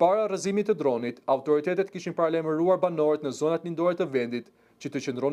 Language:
Albanian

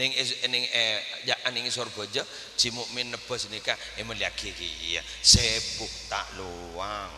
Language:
Madurese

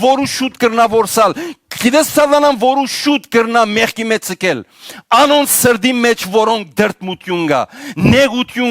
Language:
Western Armenian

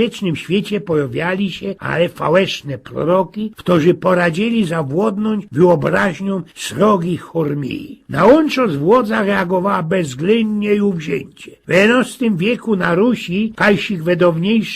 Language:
Silesian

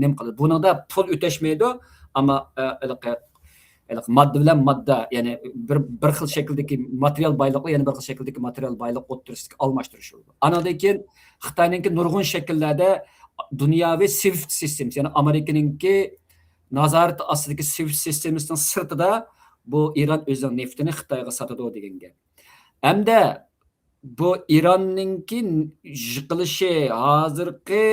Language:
Uyghur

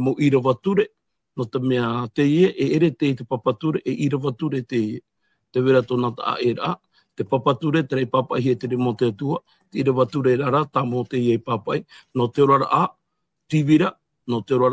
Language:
Tahitian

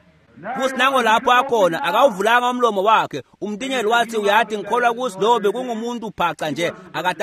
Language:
Swati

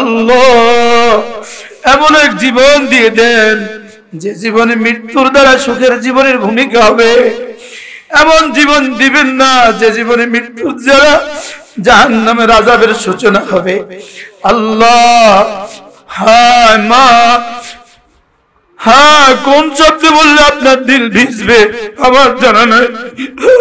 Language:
Bangla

